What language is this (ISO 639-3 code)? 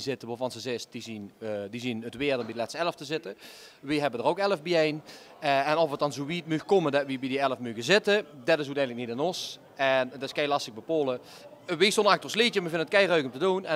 lim